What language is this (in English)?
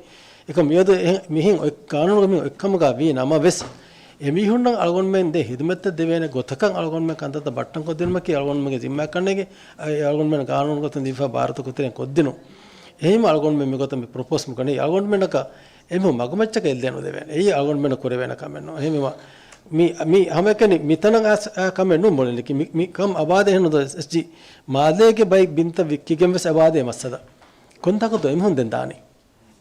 Divehi